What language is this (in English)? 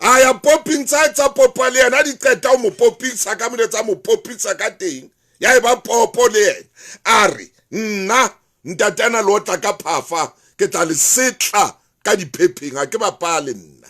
Southern Sotho